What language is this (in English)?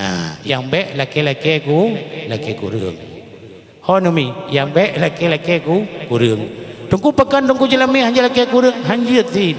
Achinese